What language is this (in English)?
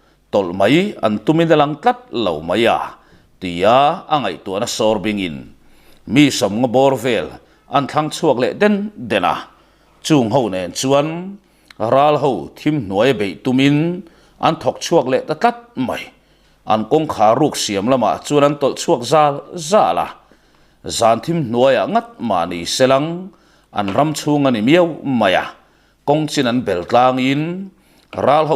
Mizo